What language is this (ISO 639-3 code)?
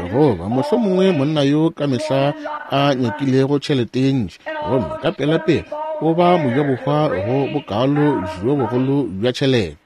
nso